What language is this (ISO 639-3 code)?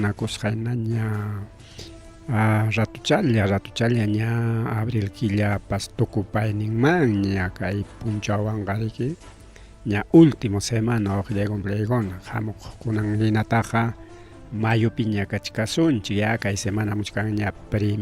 quy